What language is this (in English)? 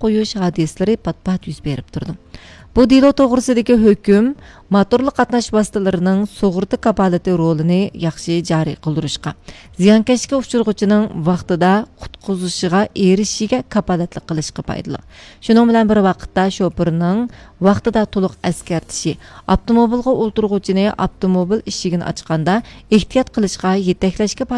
Uyghur